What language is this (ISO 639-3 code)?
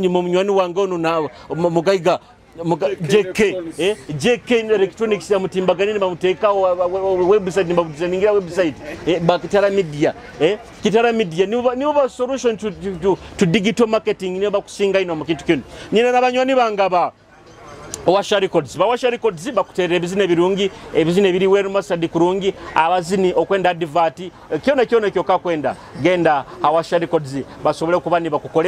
nyo